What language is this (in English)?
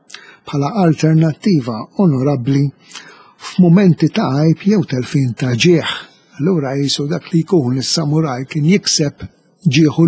Maltese